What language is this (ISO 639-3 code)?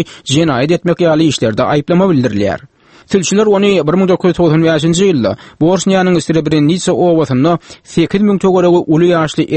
tuk